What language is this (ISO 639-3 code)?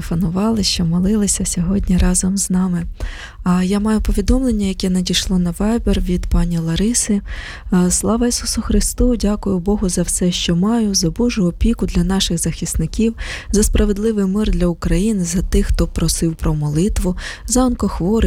ukr